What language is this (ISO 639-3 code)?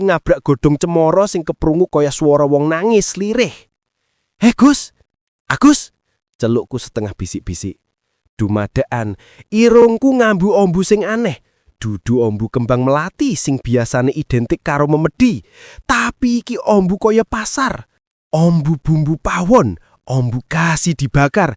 jav